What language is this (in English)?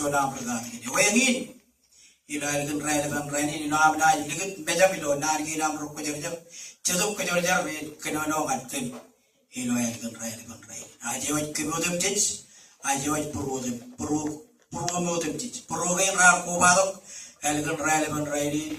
Marshallese